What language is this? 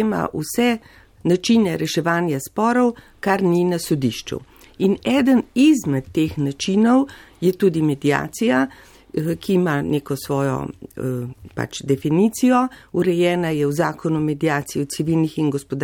Slovenian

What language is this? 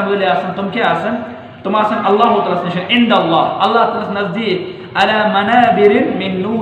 Kashmiri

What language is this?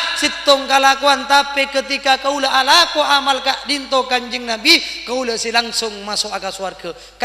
Madurese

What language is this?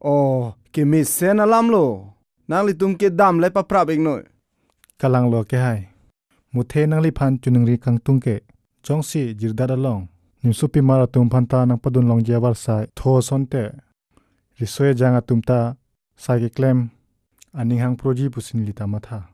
Karbi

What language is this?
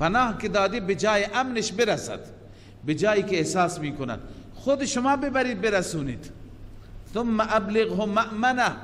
Persian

